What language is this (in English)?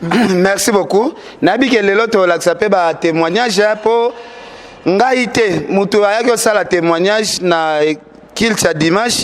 Lingala